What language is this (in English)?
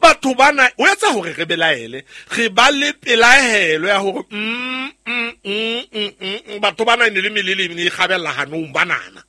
Southern Sotho